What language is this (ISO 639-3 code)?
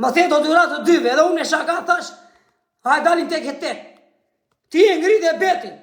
sqi